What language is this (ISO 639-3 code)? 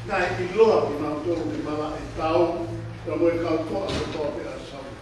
ton